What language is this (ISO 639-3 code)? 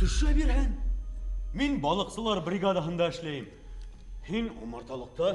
bak